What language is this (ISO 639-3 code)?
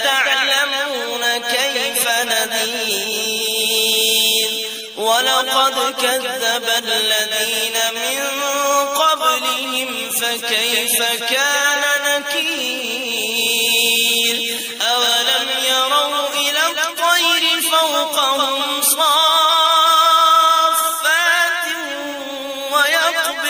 ara